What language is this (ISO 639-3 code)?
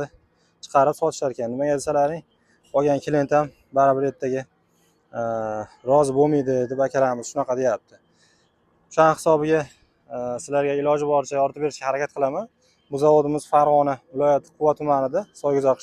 uzb